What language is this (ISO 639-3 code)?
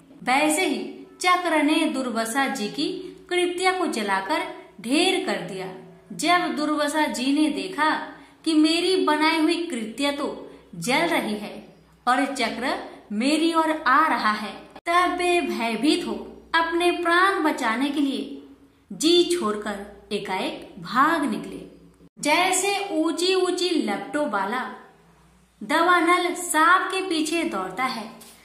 hin